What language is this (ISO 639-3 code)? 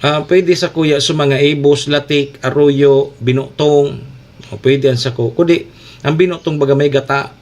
bik